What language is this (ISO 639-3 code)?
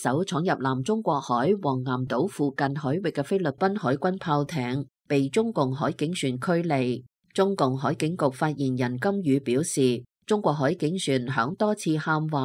yue